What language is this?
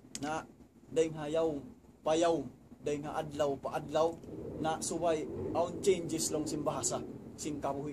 Tausug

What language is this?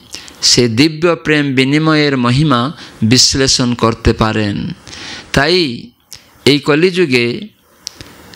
Bangla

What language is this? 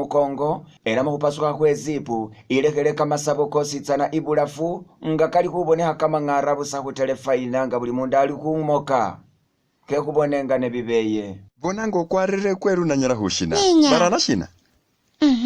Masaaba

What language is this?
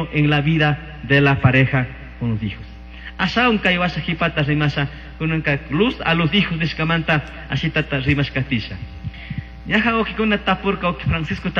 Chimborazo Highland Quichua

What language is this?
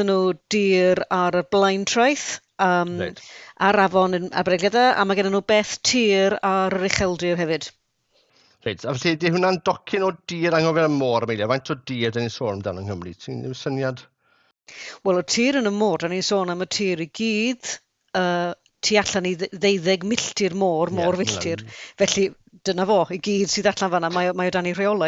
Welsh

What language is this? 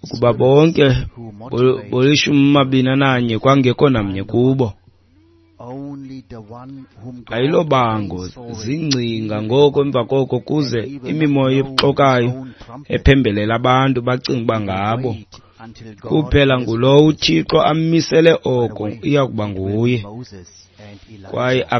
Xhosa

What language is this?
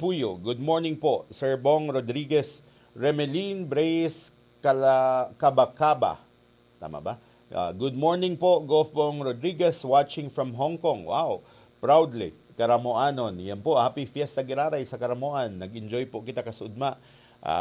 Bikol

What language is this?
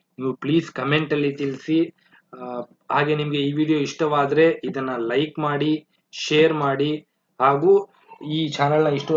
Kannada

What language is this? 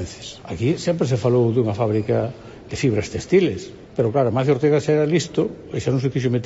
Galician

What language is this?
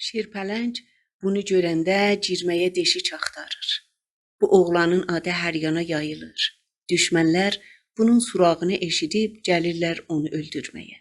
South Azerbaijani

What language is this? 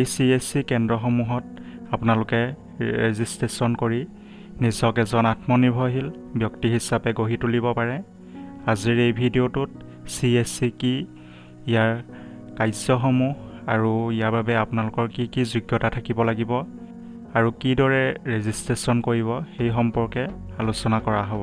Assamese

